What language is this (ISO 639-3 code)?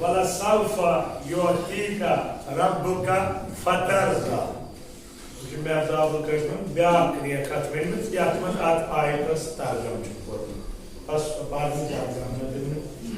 kas